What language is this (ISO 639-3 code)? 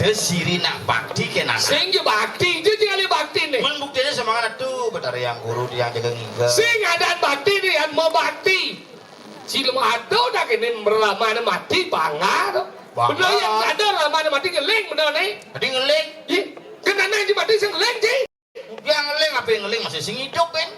ban